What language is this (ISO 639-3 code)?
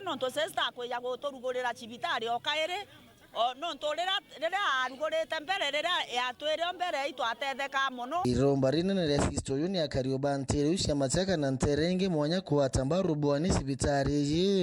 mer